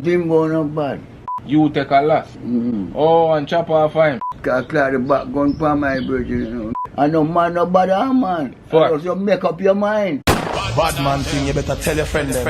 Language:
Jamaican Creole English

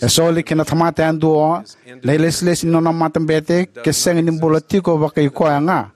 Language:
Fijian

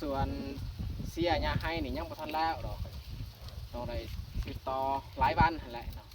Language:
Lao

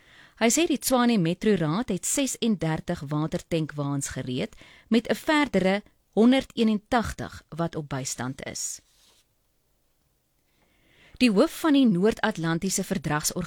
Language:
Afrikaans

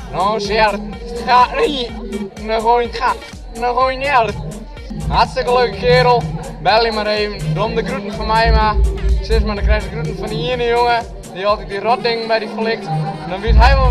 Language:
Western Frisian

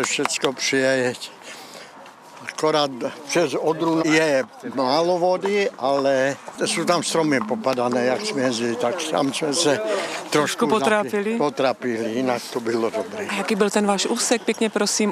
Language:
Czech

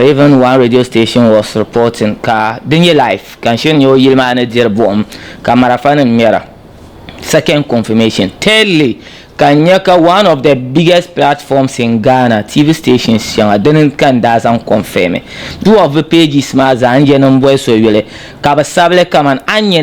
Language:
Dagbani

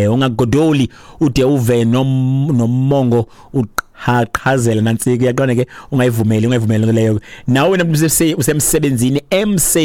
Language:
Xhosa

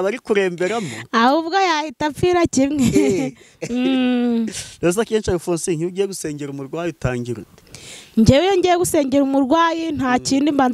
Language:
Kinyarwanda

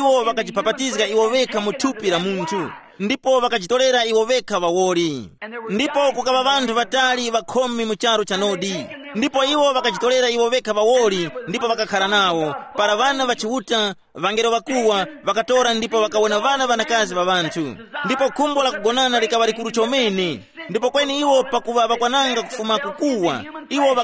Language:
Tumbuka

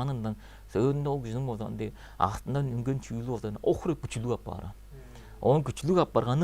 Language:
Tuvinian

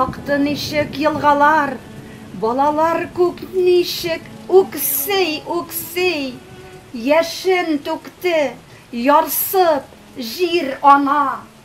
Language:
Tatar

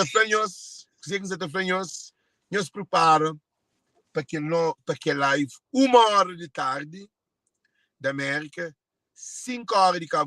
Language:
Kabuverdianu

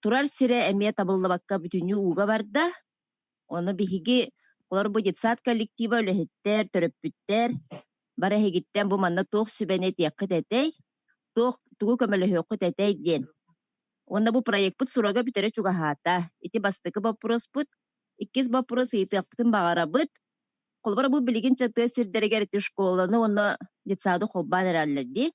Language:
Yakut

